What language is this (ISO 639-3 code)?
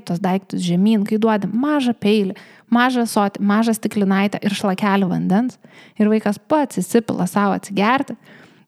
lit